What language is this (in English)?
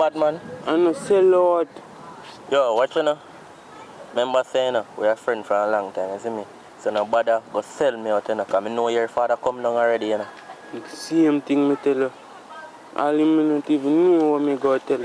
Jamaican Creole English